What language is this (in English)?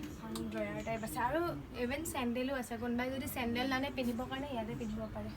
Assamese